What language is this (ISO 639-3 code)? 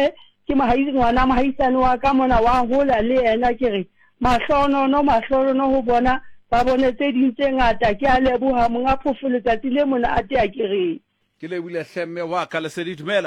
sot